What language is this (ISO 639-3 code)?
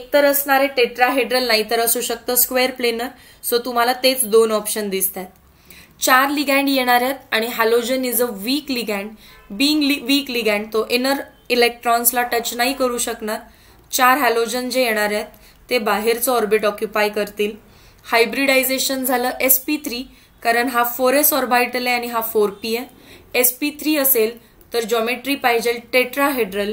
mar